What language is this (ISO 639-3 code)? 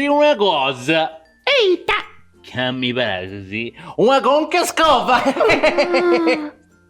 srd